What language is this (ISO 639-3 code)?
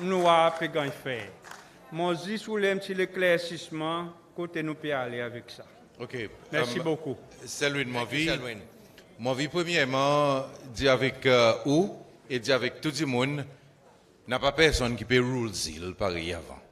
crs